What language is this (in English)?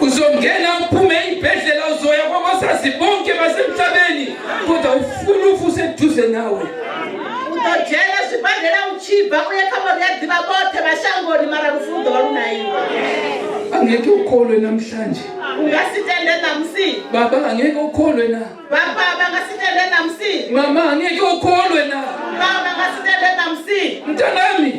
Venda